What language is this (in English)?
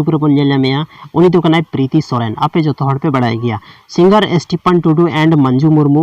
Santali